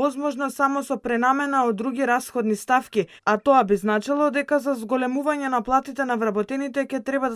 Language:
Macedonian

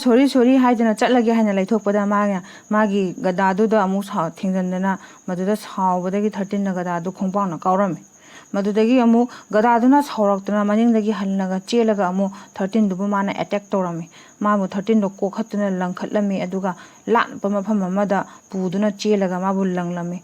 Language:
Manipuri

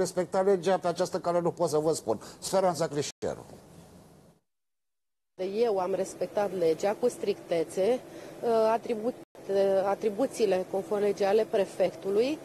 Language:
Romanian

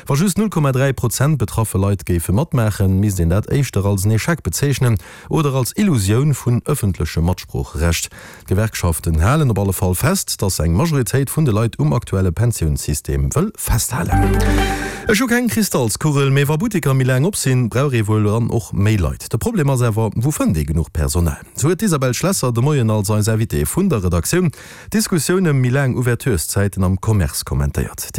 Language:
Luxembourgish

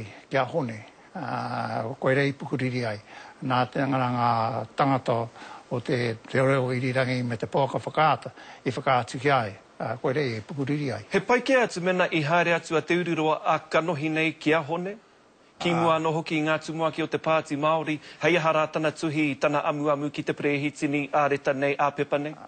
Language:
Māori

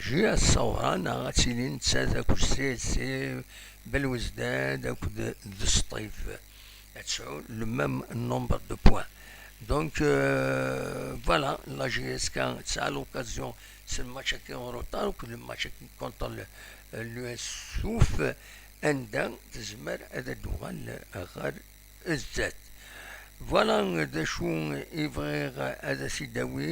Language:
Kabyle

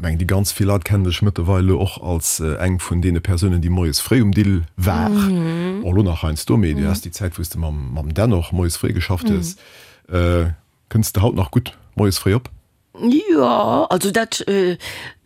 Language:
Luxembourgish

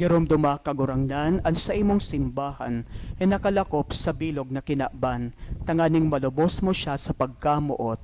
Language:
Bikol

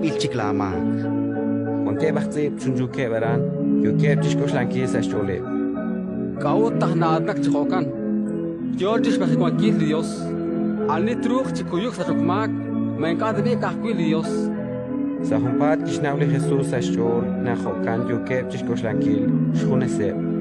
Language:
Kekchí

